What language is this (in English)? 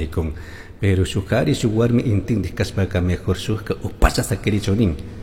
Chimborazo Highland Quichua